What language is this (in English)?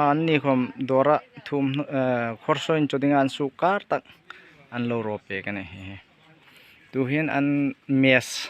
Hmar